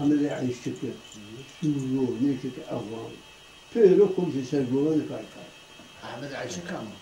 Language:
Zaza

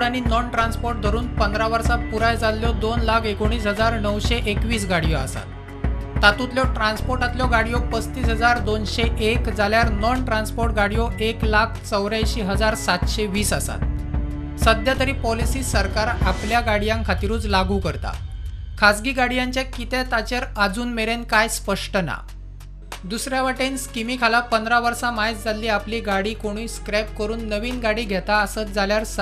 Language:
Konkani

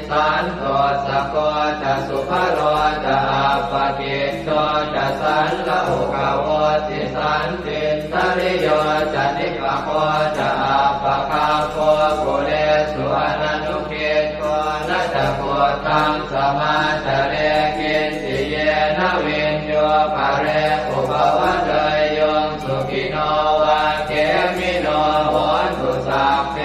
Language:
Pali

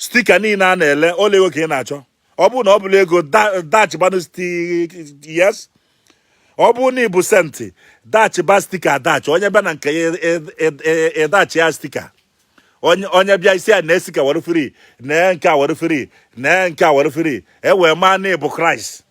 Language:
Igbo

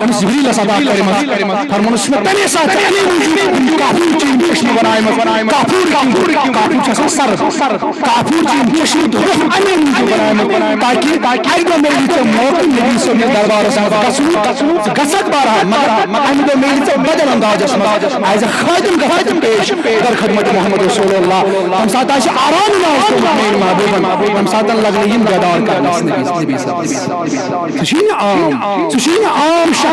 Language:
Kashmiri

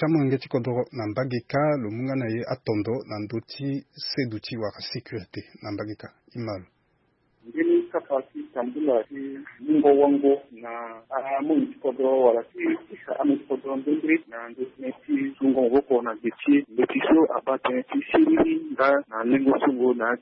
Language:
Sango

